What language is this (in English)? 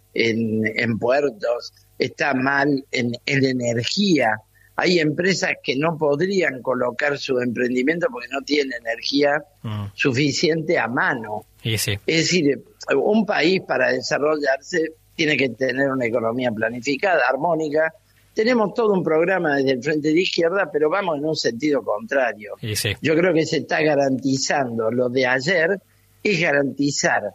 Spanish